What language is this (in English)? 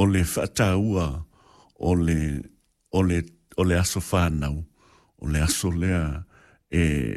Samoan